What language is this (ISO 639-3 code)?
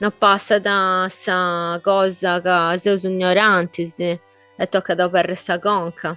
srd